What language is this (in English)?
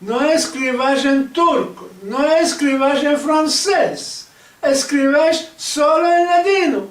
Ladino